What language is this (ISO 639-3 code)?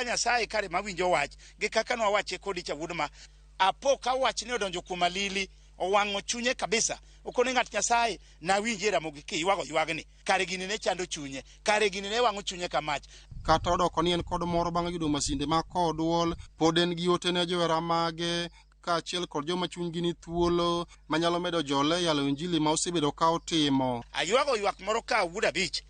luo